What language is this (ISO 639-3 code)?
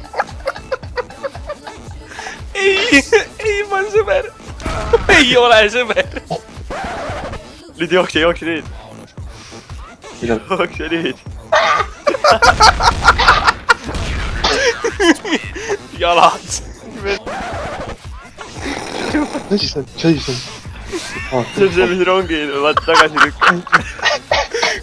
est